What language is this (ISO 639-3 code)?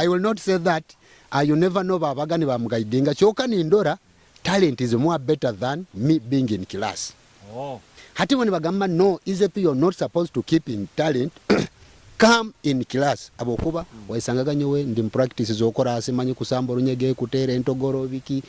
nyo